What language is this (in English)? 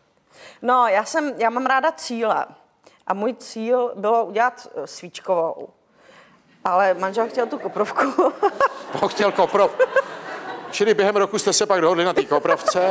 Czech